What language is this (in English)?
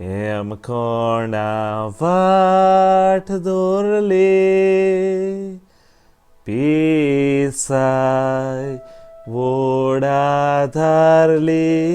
Konkani